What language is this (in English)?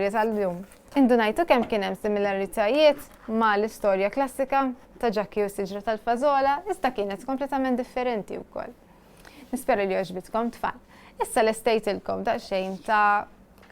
Maltese